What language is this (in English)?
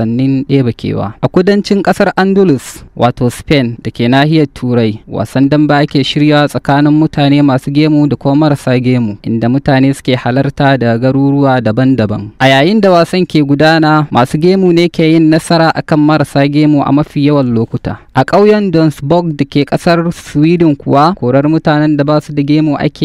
Hausa